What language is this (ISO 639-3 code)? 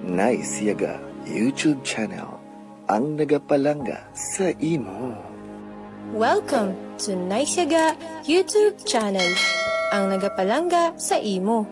hil